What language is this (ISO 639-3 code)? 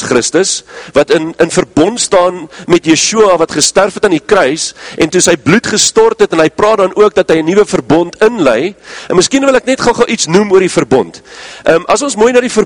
afr